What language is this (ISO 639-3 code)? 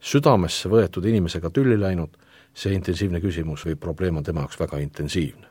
est